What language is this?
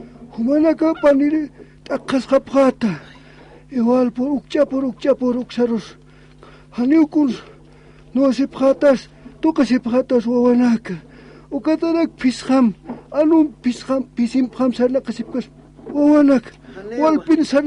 Aymara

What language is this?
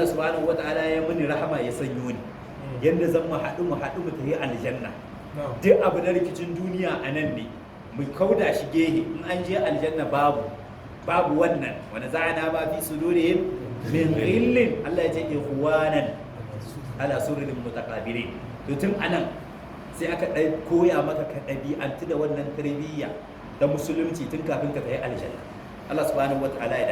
Hausa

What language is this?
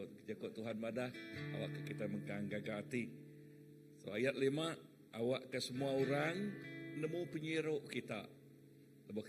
Iban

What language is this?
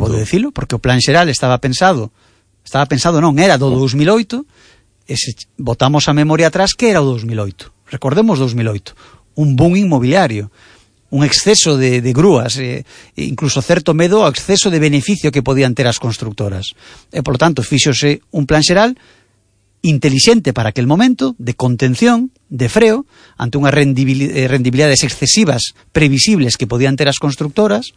Galician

